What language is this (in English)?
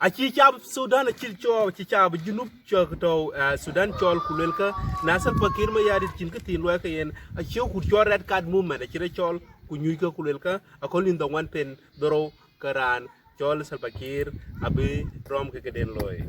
Dinka